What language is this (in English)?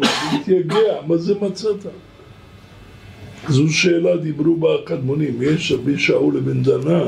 Hebrew